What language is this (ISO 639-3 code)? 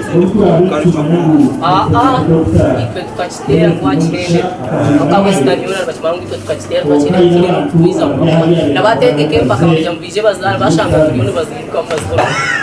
nyn